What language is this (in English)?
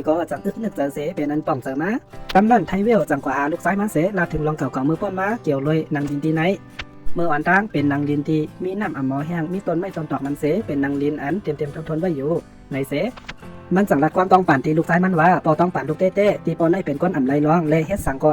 Shan